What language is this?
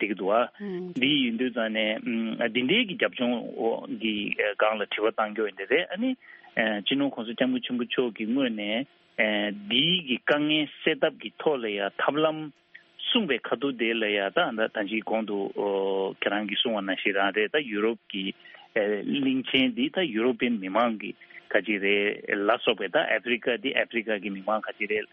Tibetan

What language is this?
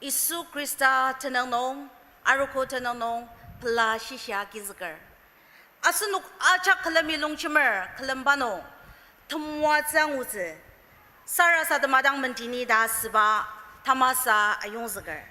Ao Naga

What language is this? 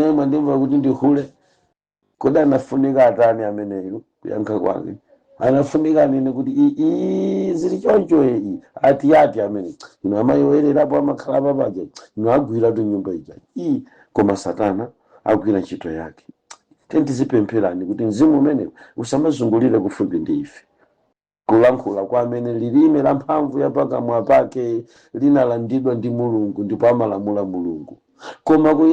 Nyanja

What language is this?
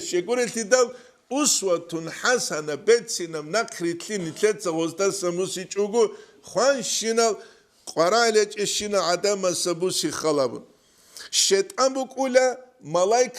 Avaric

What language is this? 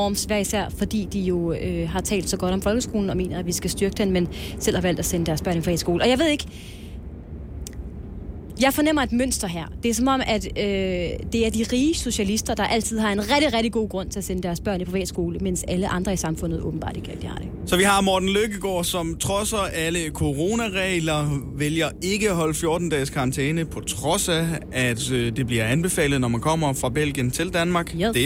Danish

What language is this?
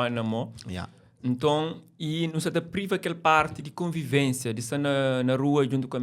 Kabuverdianu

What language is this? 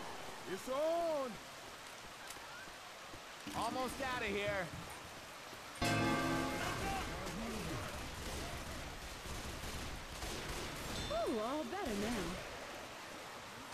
English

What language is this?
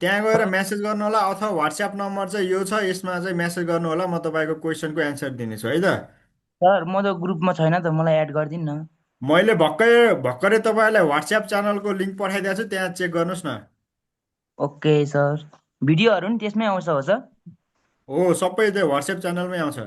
Nepali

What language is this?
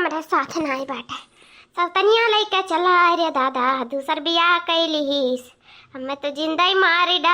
Awadhi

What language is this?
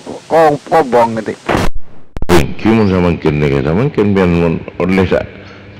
Madurese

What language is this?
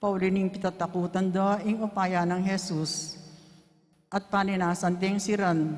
Pampanga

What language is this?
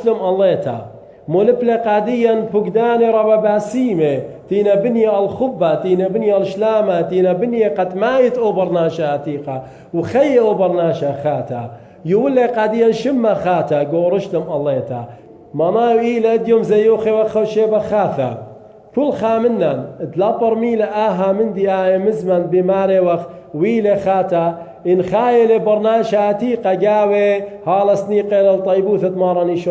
Assyrian Neo-Aramaic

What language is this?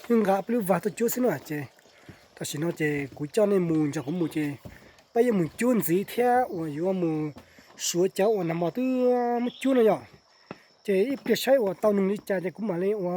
Hmong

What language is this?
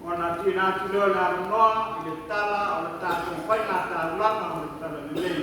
Samoan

